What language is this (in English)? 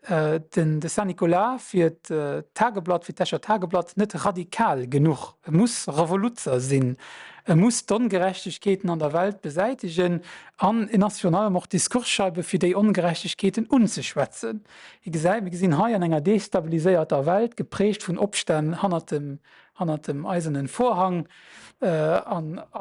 Luxembourgish